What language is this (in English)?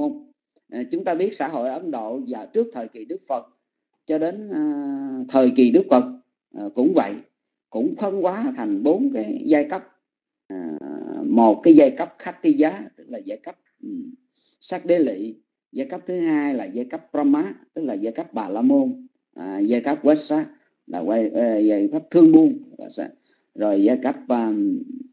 Vietnamese